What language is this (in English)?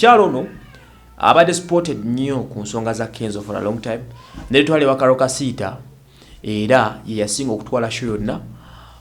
Ganda